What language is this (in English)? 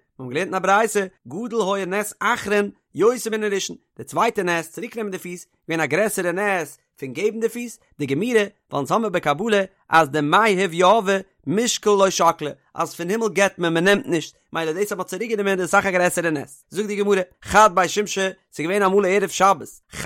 Yiddish